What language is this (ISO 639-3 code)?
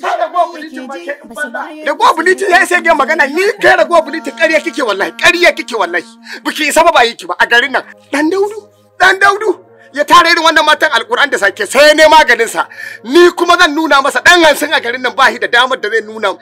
hau